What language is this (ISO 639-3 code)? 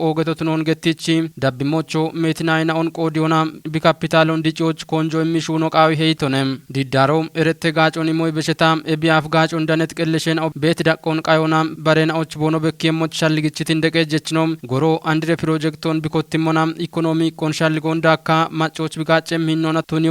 kbr